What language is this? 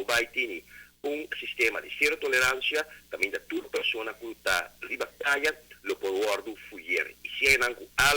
Papiamento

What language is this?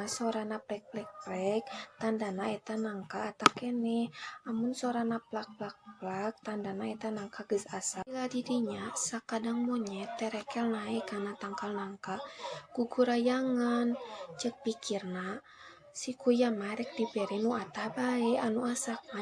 Sundanese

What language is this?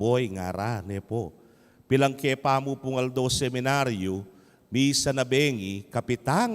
Pampanga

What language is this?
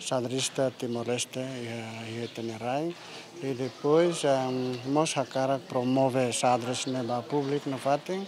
Tetum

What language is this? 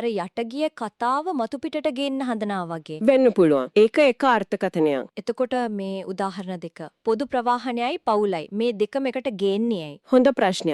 Sinhala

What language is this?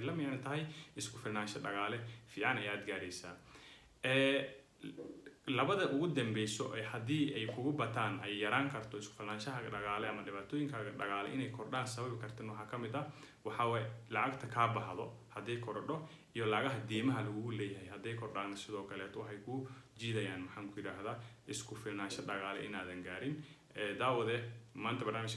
Somali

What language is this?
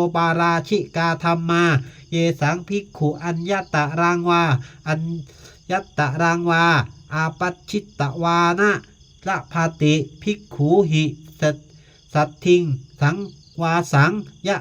Pali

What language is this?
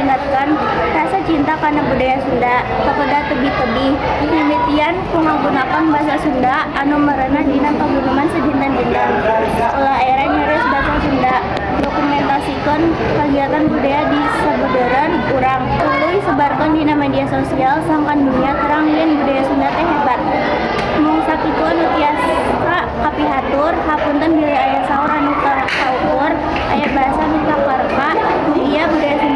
Sundanese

